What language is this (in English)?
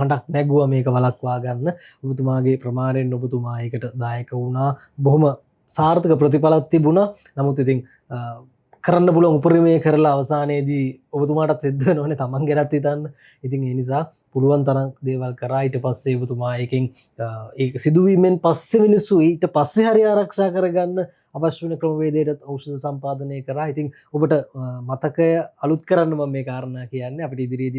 Sinhala